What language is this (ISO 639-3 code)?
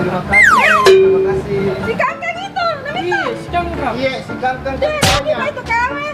mfp